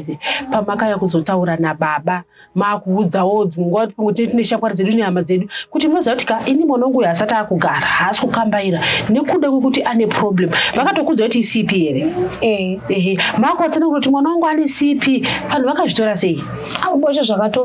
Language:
Shona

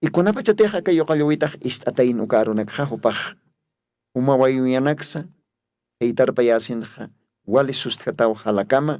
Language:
Aymara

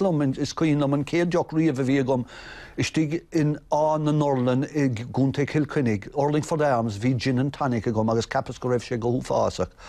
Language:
Irish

